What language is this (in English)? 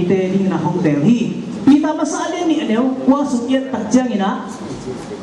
Tedim Chin